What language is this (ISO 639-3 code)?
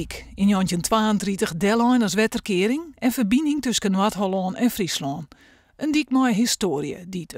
fry